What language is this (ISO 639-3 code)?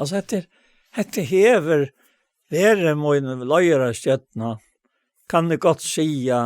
fao